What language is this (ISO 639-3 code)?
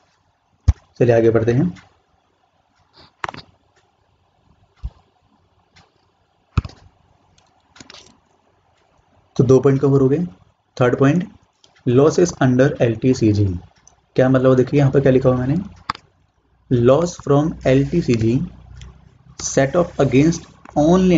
hin